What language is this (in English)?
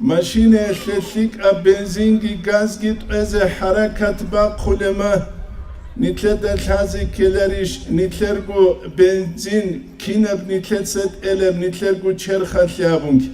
Avaric